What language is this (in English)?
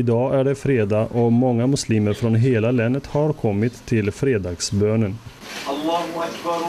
Swedish